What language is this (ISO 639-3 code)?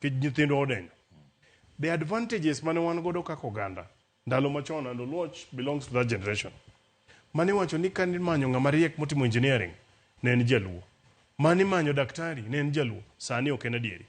luo